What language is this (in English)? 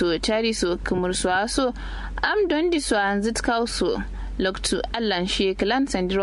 Kanuri